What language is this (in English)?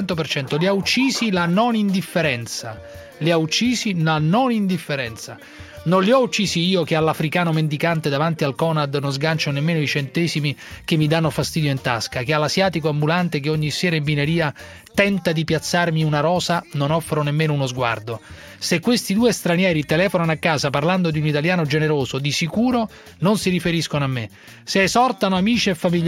Italian